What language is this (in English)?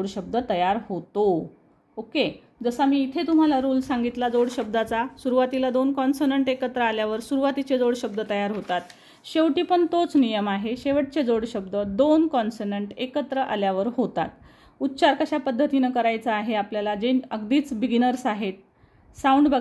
Marathi